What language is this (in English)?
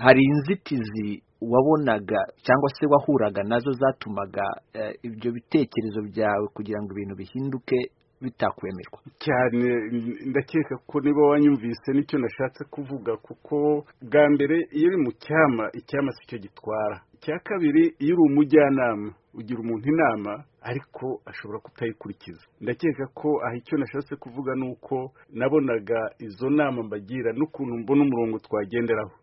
Kinyarwanda